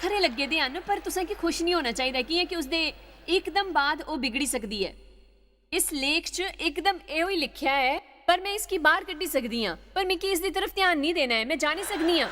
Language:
Dogri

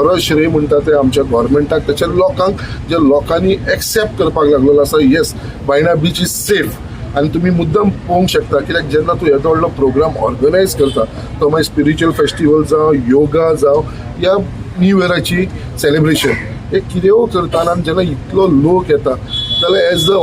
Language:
Konkani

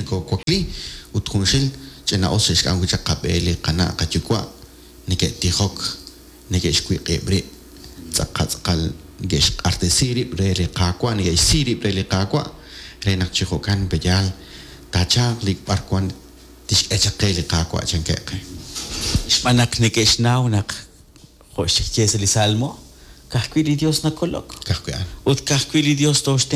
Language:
Kekchí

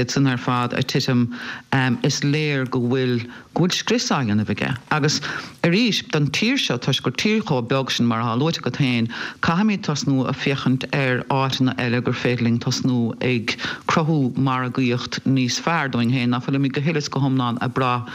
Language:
Irish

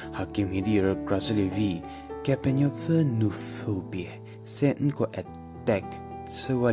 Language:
Angami Naga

